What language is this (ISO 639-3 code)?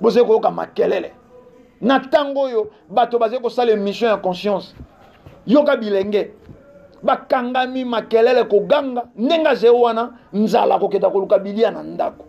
lin